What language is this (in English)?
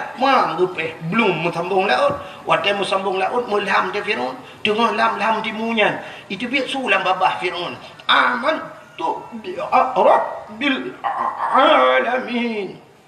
Achinese